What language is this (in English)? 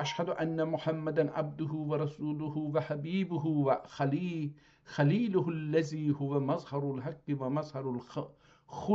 South Azerbaijani